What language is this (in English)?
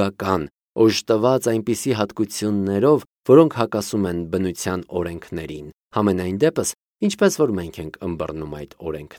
Armenian